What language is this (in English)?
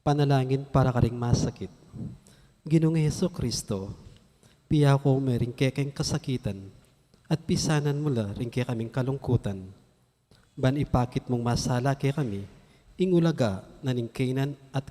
Pampanga